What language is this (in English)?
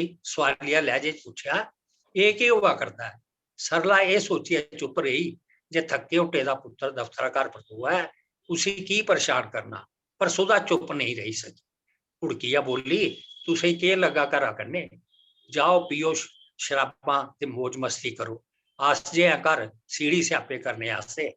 Dogri